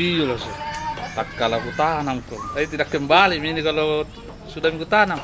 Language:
Makassar Malay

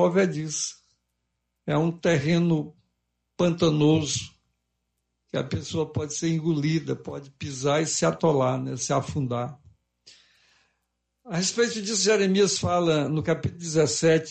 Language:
Portuguese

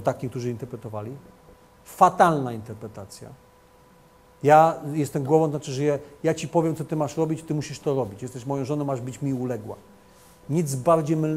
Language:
Polish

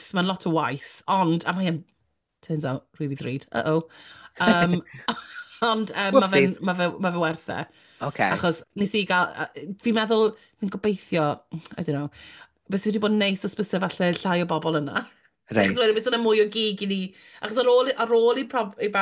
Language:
Welsh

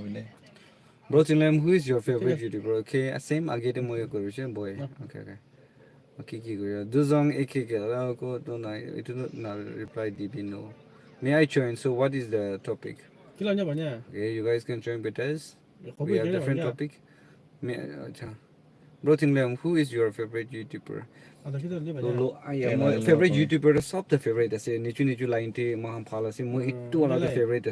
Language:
Naga Pidgin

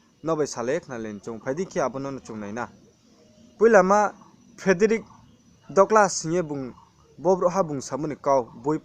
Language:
Riang (India)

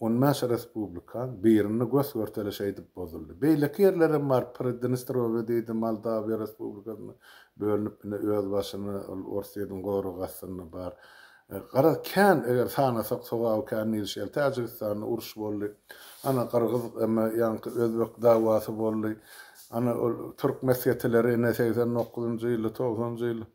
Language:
Turkmen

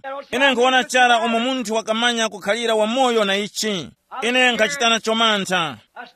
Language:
Tumbuka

